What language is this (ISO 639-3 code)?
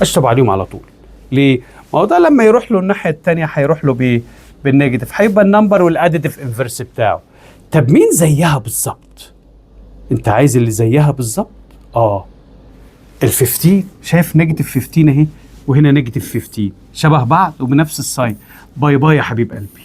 arz